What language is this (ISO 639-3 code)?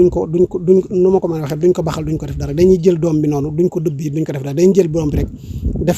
wol